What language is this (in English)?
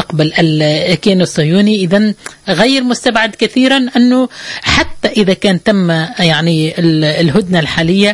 Tunisian Arabic